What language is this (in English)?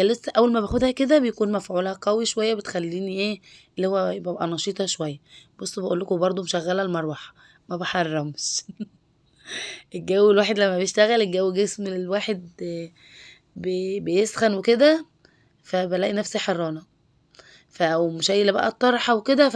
Egyptian Arabic